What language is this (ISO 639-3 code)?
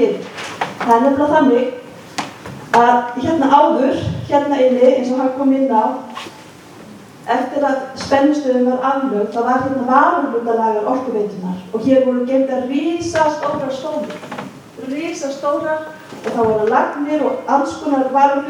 isl